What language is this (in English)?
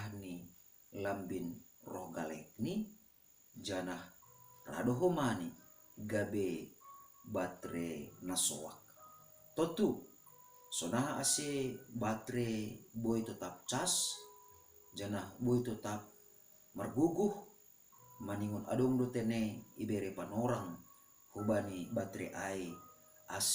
Batak Simalungun